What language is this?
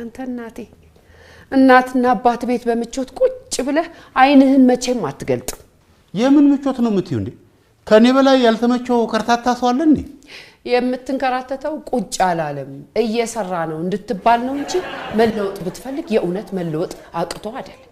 Amharic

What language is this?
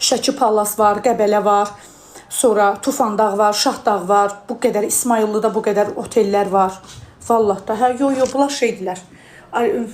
Azerbaijani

